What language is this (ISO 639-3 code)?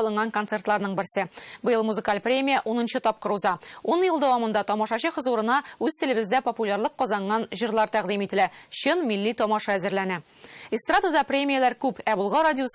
tat